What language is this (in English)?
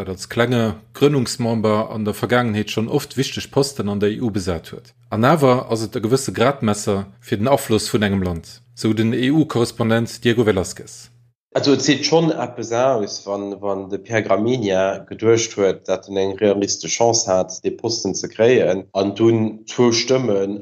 Luxembourgish